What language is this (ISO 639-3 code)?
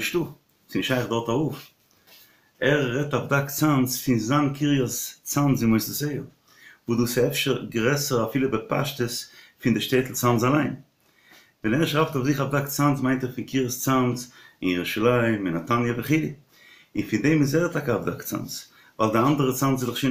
yid